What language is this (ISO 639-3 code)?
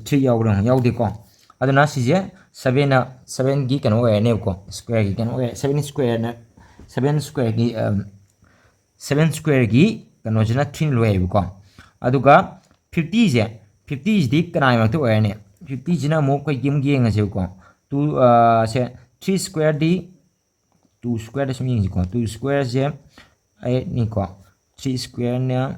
mni